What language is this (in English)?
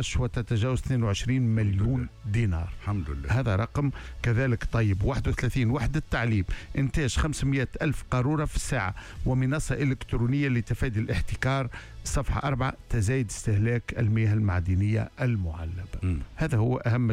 Tunisian Arabic